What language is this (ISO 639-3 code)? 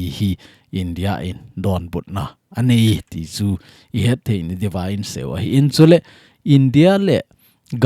tcz